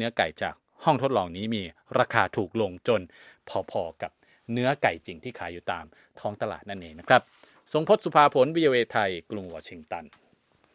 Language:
Thai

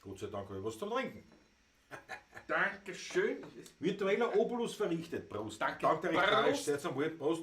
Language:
Bavarian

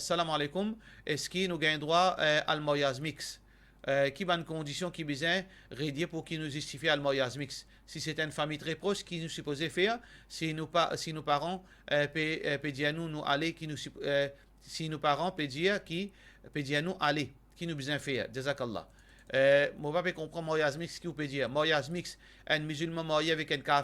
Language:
Morisyen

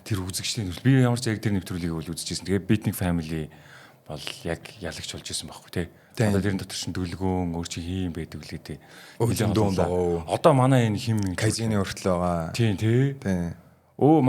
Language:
Mongolian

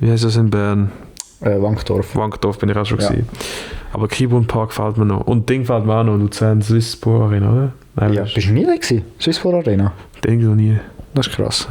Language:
Swiss German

